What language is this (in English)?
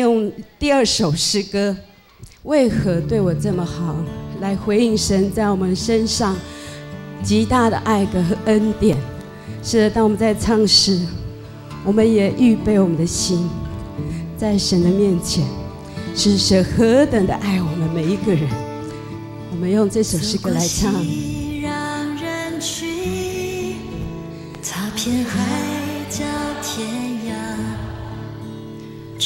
Chinese